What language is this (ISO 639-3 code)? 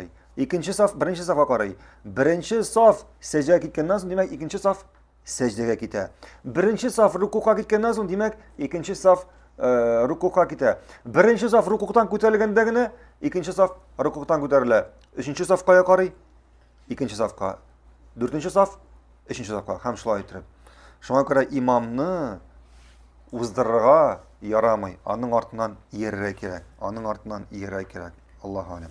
tat